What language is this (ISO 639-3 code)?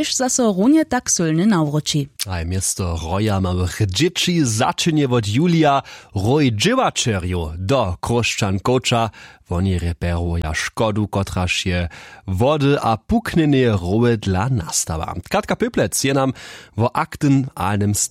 hsb